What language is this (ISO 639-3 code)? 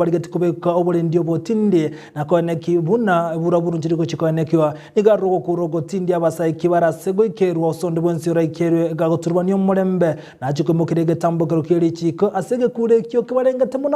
guz